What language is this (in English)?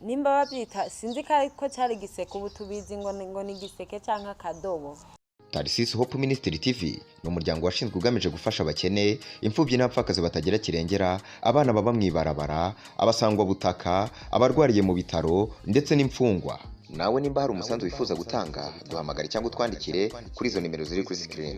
Rundi